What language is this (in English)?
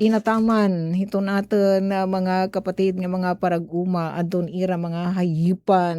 Waray